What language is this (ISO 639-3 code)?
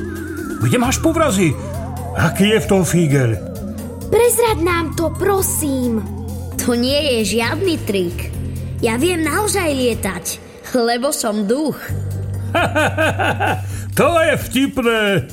slk